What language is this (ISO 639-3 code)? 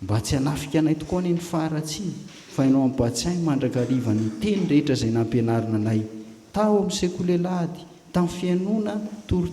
mlg